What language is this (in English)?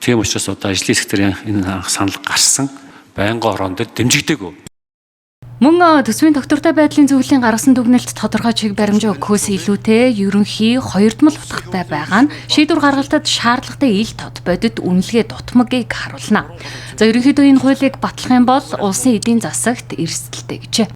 Mongolian